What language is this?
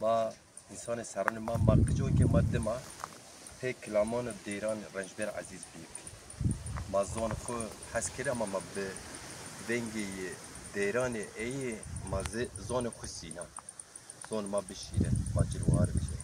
Zaza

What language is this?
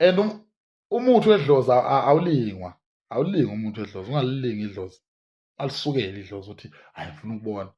Zulu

